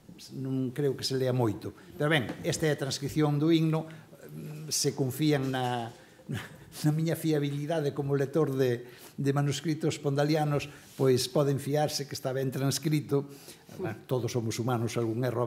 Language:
Galician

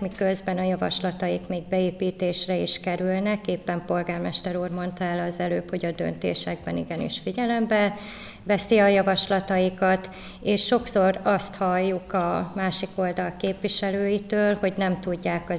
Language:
Hungarian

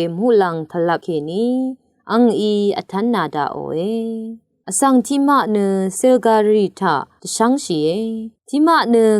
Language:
Rawang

